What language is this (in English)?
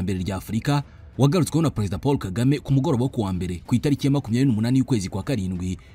Kinyarwanda